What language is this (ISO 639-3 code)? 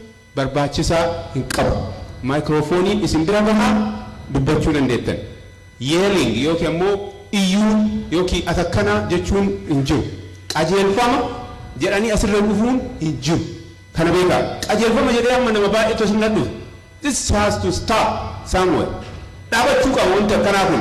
orm